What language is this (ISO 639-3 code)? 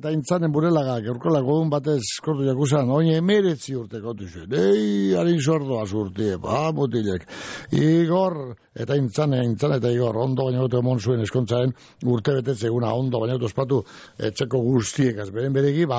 eus